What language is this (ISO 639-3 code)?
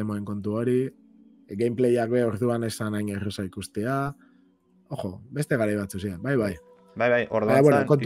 eus